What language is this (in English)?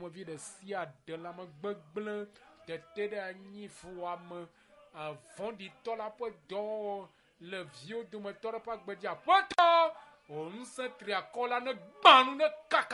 Ewe